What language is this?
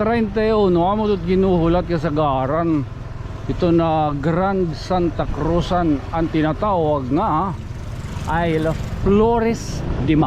Waray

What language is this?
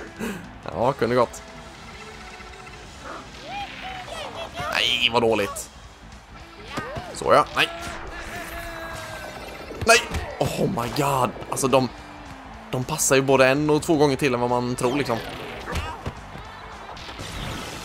Swedish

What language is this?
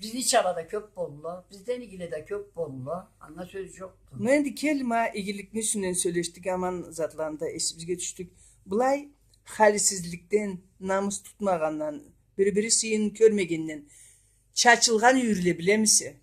Karachay-Balkar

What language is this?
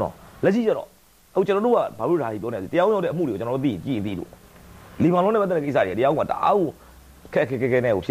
Burmese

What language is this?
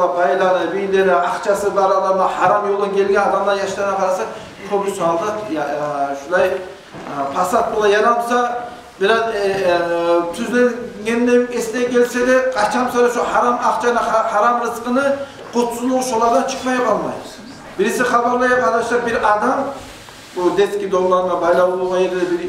Kumyk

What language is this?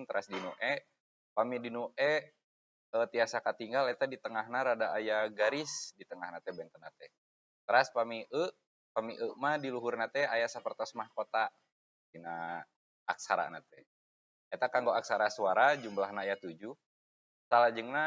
Sundanese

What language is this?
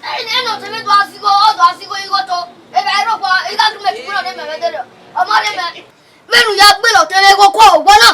Bini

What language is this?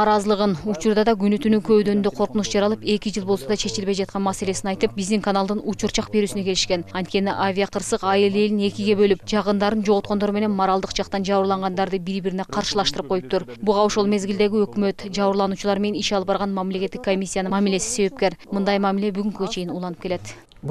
Kyrgyz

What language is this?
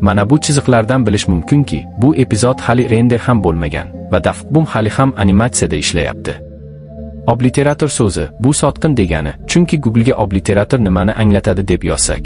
Uzbek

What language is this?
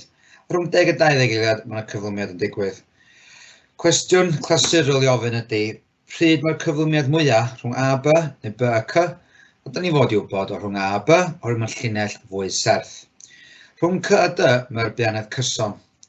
Welsh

